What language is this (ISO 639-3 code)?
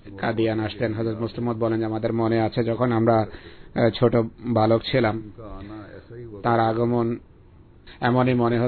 ben